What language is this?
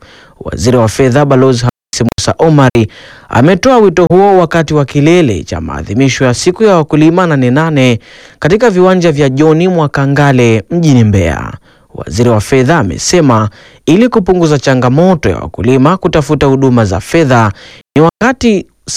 Swahili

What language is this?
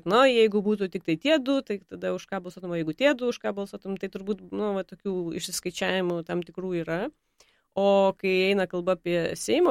Lithuanian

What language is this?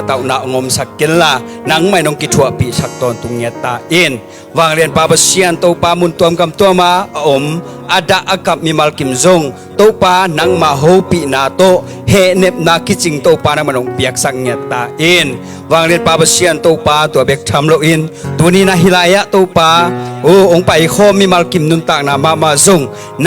Tedim Chin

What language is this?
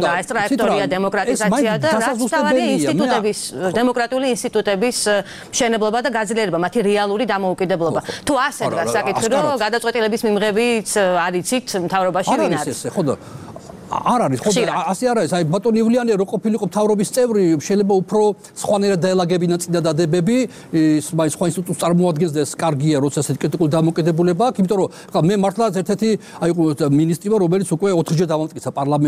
Georgian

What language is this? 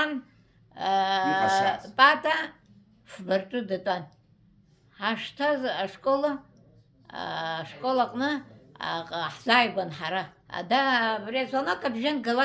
Abkhazian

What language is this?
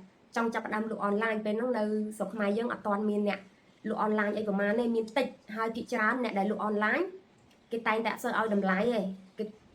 Khmer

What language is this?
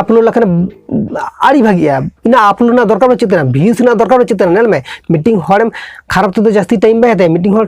Santali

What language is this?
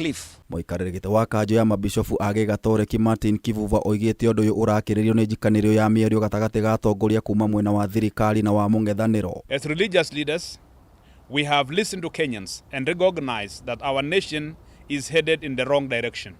Kikuyu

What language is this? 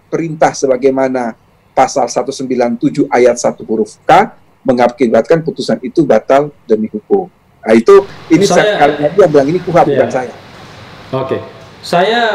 Indonesian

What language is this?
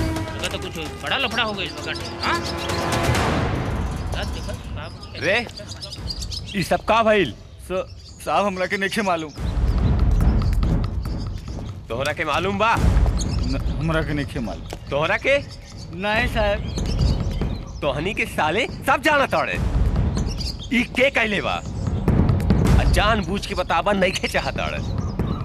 Bhojpuri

